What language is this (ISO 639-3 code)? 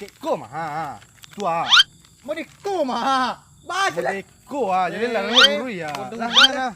min